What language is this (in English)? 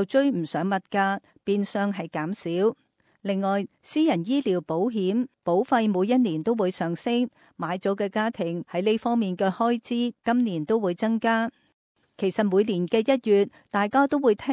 Cantonese